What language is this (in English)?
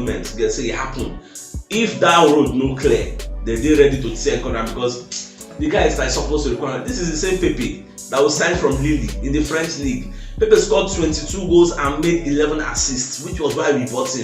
Nigerian Pidgin